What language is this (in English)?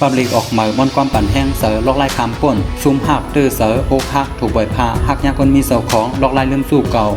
Shan